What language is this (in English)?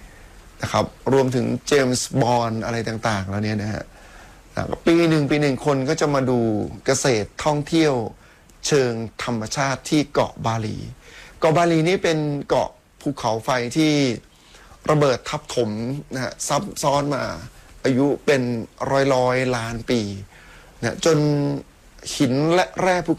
Thai